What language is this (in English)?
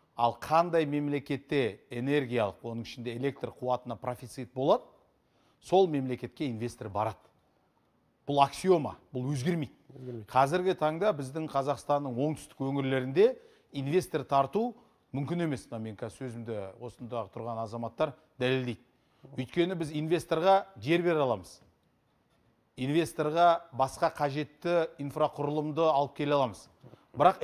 Kazakh